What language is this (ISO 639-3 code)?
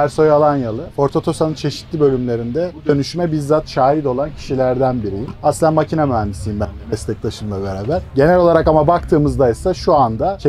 tur